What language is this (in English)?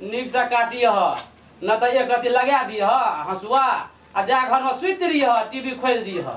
Maithili